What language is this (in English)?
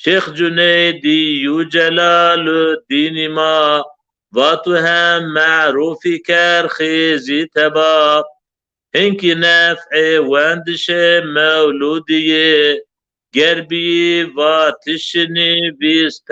Zaza